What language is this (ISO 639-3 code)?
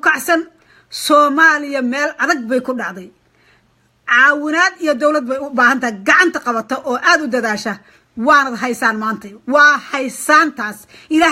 som